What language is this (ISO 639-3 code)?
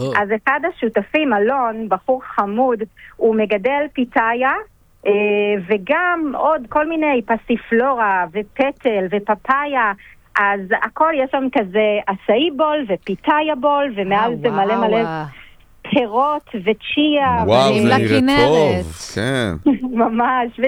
heb